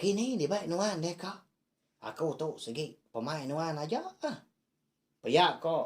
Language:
Iban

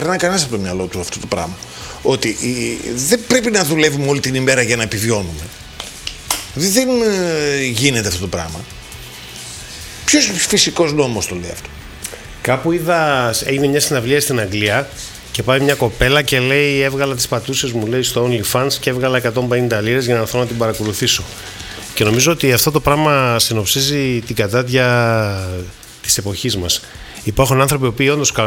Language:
Greek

